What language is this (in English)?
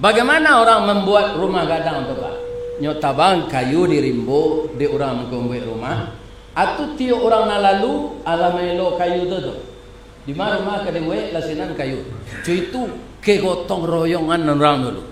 Minangkabau